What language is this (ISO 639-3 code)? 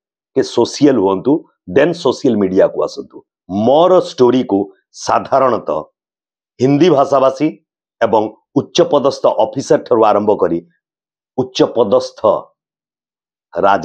ori